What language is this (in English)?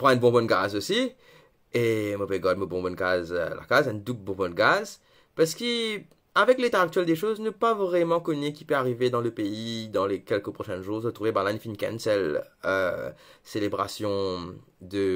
Morisyen